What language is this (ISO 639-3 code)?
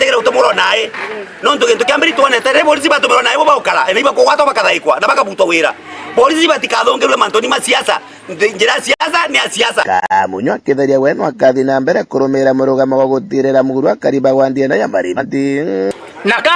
mer